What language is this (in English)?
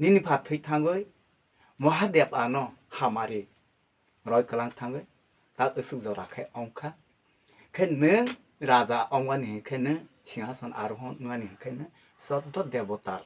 Kok Borok